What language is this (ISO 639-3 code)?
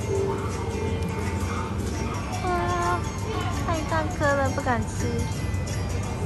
zho